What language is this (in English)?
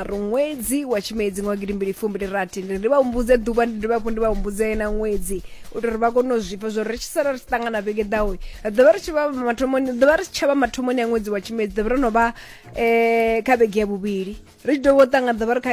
Venda